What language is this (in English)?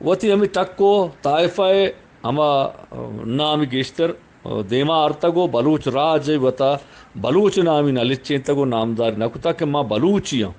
Eastern Balochi